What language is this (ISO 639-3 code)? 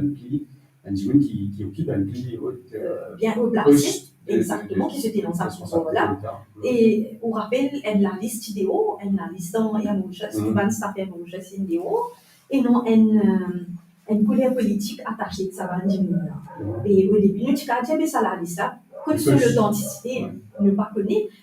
mfe